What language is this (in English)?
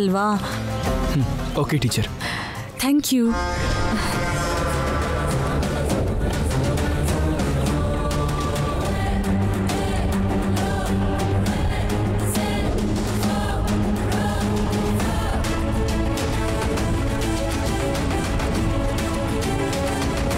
Kannada